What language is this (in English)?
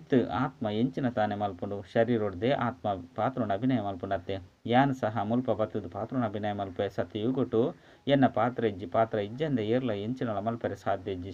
Tulu